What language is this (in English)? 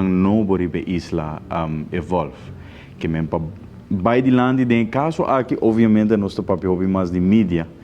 Papiamento